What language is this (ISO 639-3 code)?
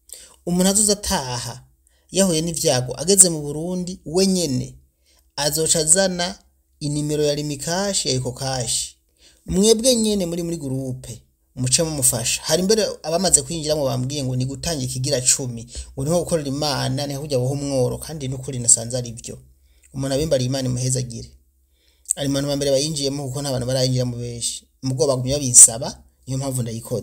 run